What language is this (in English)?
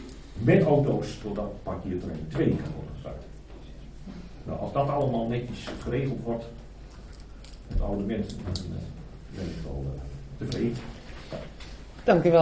Dutch